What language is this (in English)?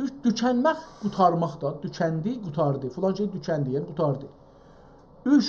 South Azerbaijani